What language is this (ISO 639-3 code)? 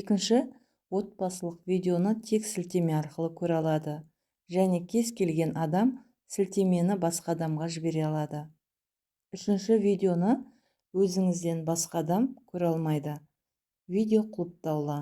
kaz